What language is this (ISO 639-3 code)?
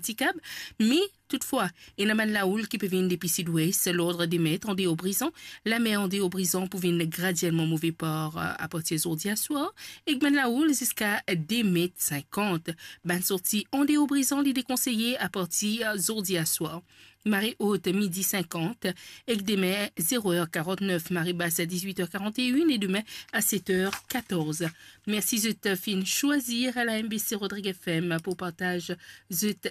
mfe